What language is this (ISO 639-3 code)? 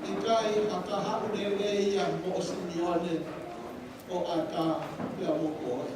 ton